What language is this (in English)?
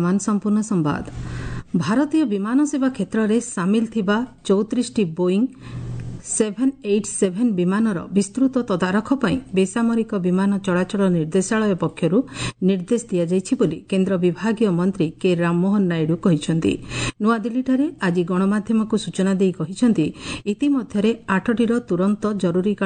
Odia